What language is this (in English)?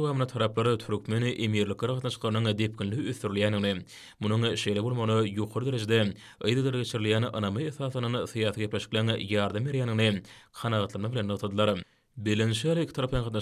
Turkmen